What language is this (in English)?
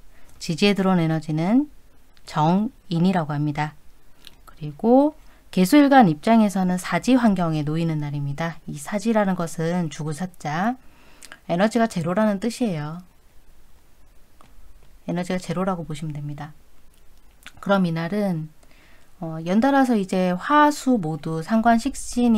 Korean